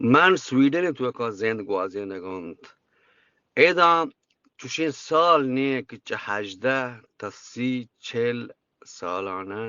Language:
Eastern Balochi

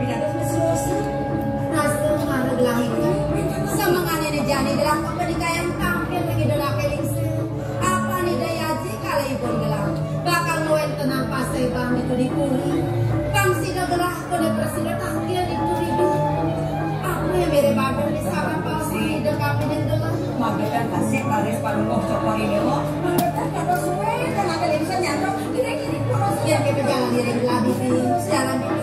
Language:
Balinese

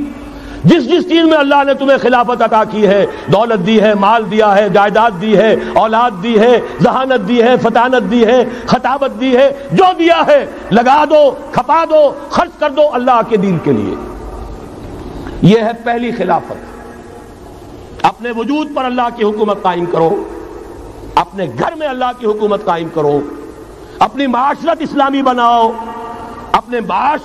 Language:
Urdu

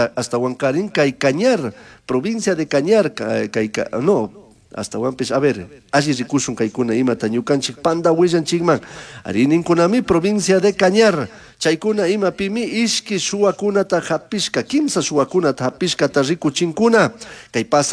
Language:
Chimborazo Highland Quichua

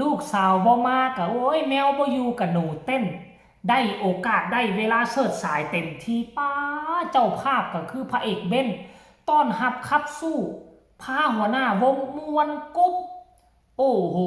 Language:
Northeastern Thai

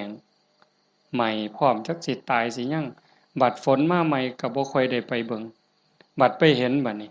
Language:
Northeastern Thai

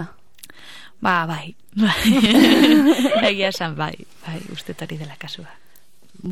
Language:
Basque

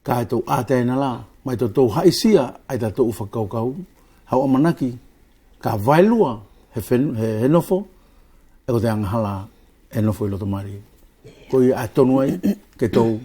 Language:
Wallisian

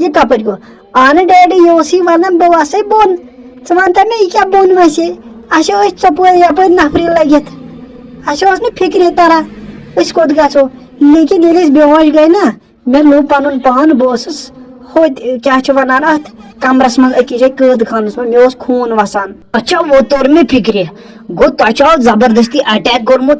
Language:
Kashmiri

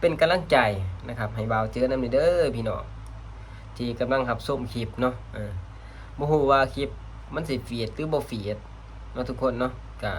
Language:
Northeastern Thai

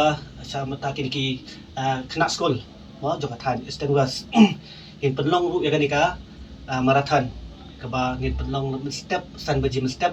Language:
Khasi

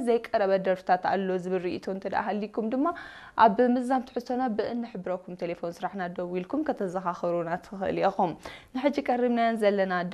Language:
Tigrinya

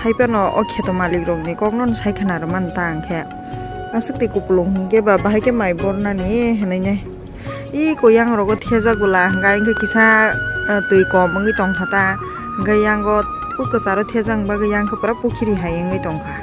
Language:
Kok Borok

